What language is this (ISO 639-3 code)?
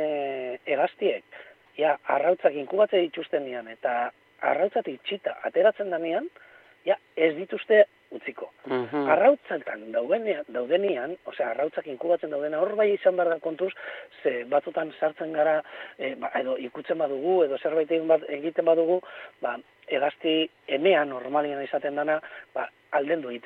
eus